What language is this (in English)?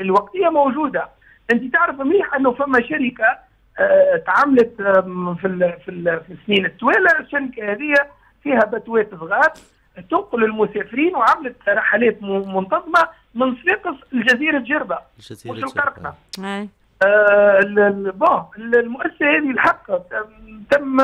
Tunisian Arabic